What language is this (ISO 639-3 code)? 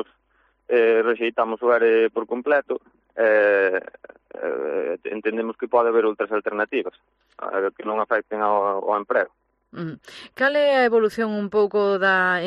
glg